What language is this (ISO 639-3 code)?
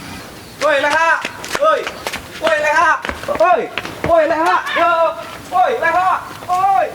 bew